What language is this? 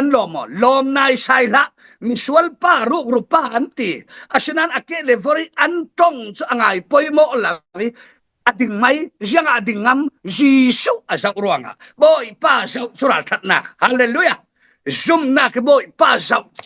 Falam Chin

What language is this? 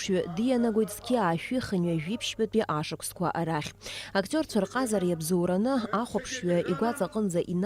Abkhazian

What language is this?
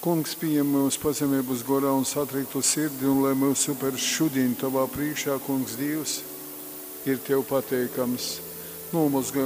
Latgalian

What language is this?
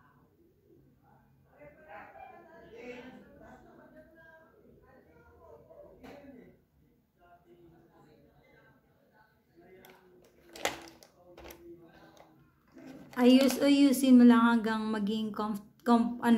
Filipino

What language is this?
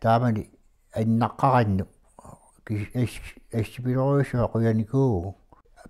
Kalaallisut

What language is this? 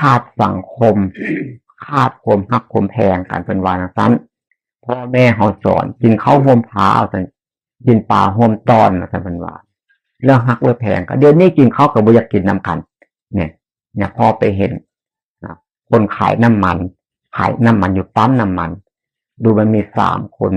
Northeastern Thai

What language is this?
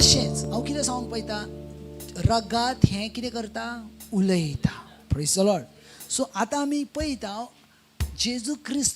Konkani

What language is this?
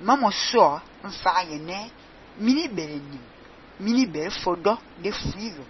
Fang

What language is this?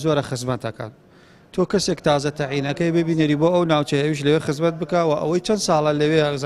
Central Kurdish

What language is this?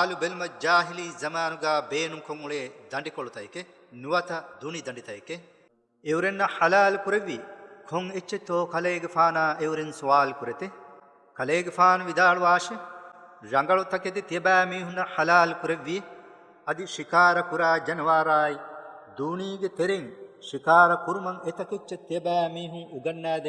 Divehi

